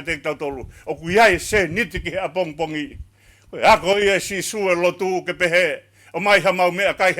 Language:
Tongan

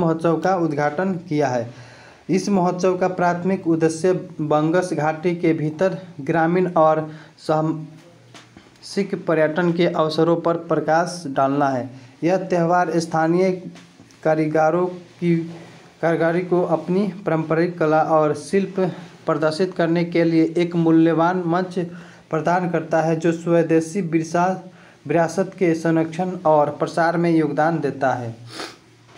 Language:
Hindi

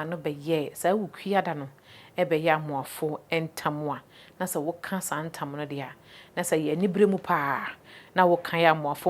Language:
Akan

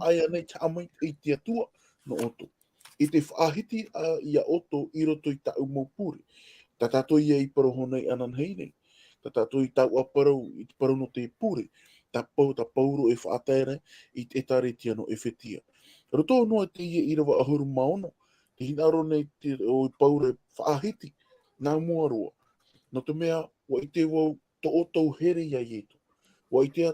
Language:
Tahitian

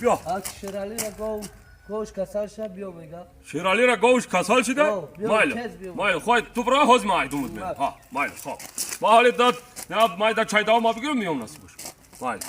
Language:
Tajik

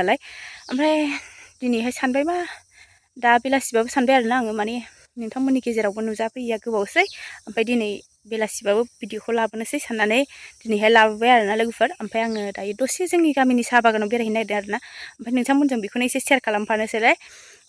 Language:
Bodo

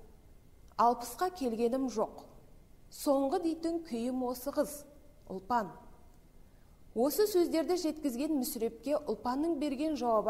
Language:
Kazakh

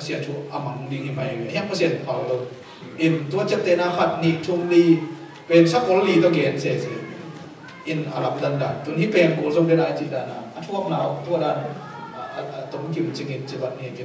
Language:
Tedim Chin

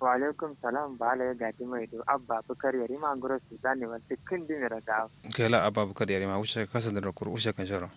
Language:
Kanuri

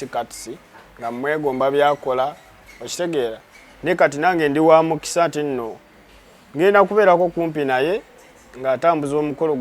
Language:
Ganda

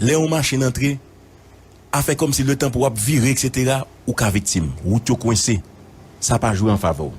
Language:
Haitian Creole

